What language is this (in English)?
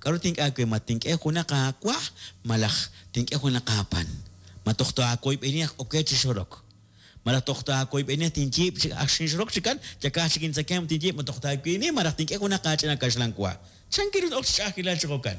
Kekchí